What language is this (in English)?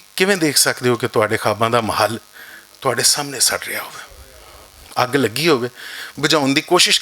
Western Panjabi